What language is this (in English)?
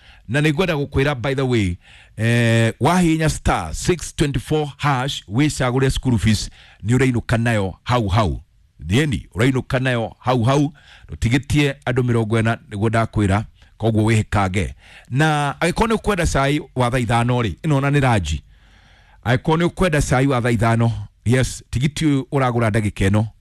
Kikuyu